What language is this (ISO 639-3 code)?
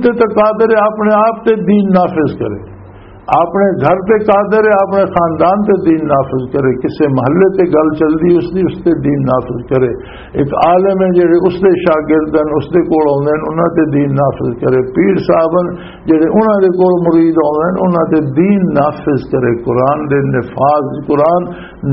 lah